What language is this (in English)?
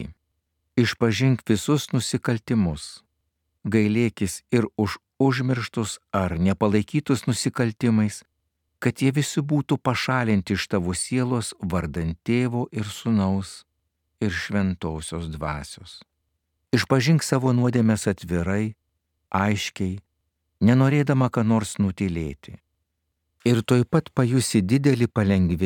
Lithuanian